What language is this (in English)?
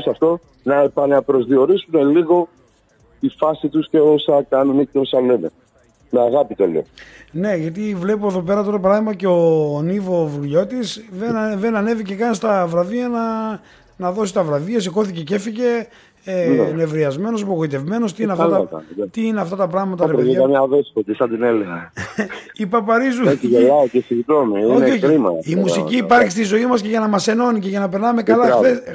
Greek